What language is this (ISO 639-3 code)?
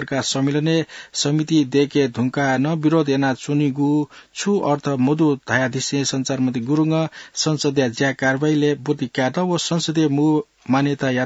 new